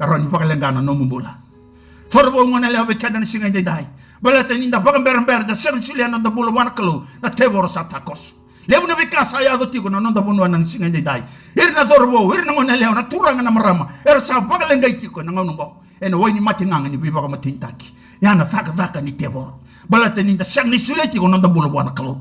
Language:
Fijian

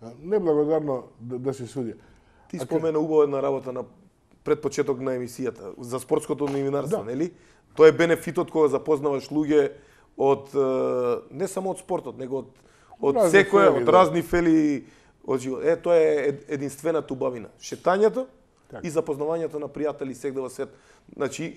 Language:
Macedonian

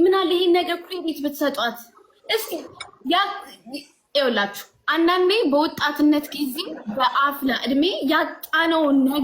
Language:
Amharic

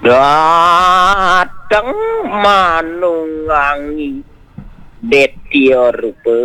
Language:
Balinese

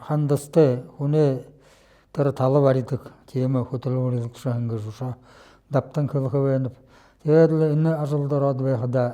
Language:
Buriat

